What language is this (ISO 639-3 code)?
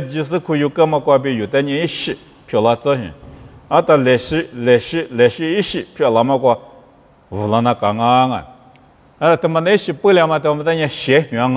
lis